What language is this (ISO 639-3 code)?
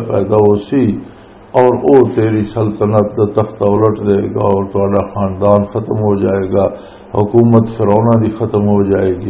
lah